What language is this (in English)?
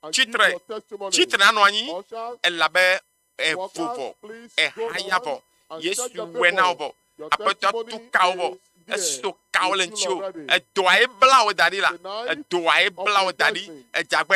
Ewe